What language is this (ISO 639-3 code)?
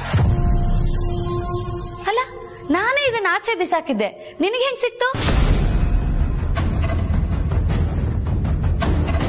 kan